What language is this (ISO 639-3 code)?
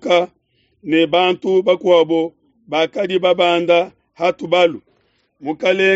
lua